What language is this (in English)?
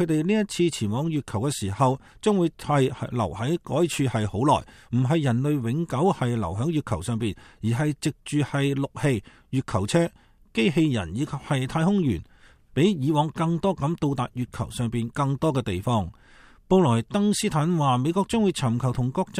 Cantonese